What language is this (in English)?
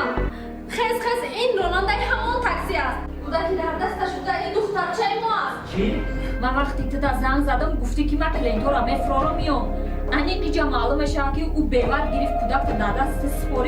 Tajik